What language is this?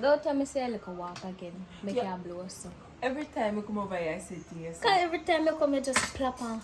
Jamaican Creole English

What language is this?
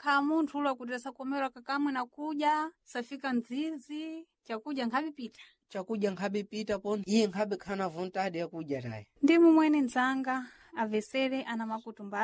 Sena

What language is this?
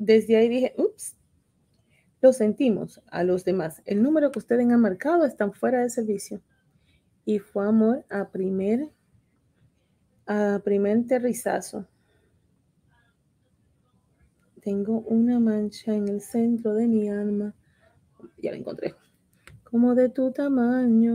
Spanish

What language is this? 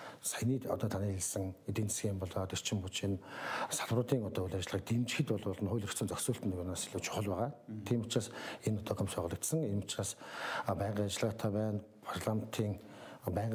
Mongolian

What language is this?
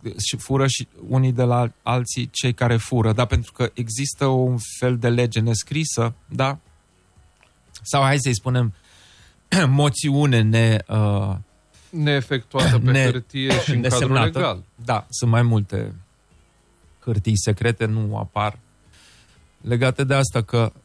Romanian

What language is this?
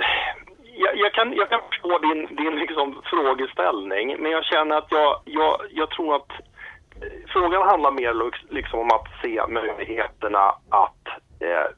Swedish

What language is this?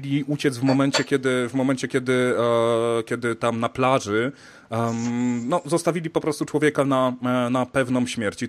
Polish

